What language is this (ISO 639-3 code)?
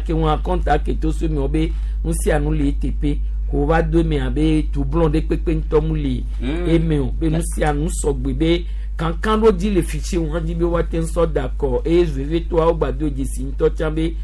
gej